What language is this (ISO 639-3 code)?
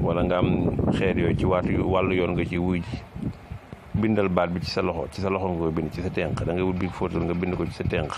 wol